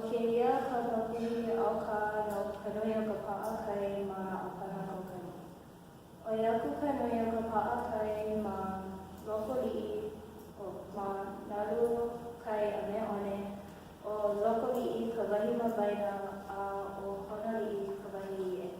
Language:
Hawaiian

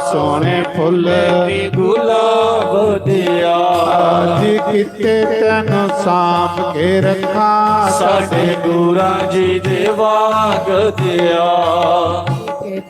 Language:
Dogri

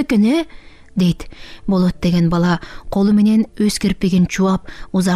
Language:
Kyrgyz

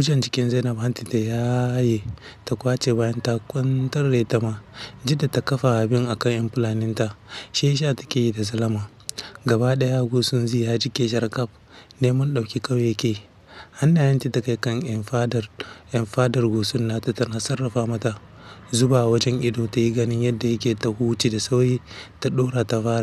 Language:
Hausa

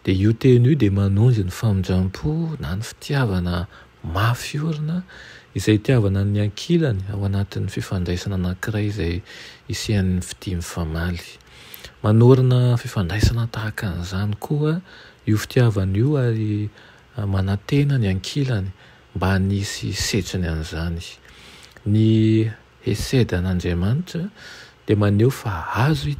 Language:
Malagasy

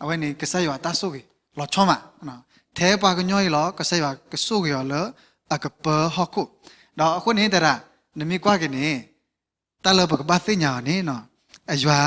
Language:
S'gaw Karen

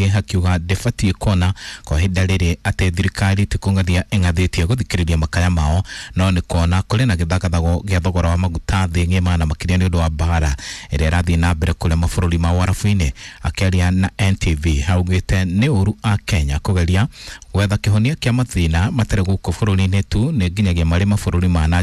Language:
Kikuyu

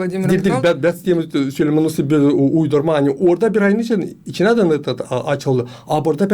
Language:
Gagauz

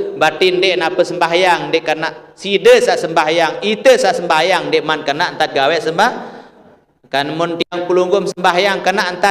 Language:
Sasak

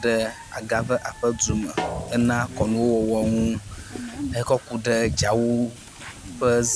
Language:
Ewe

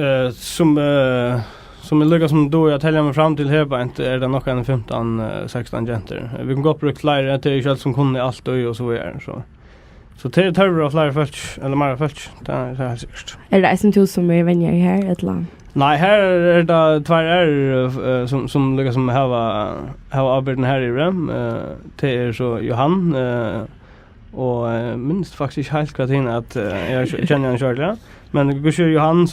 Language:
Faroese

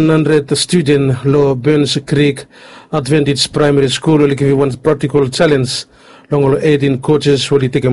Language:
Bislama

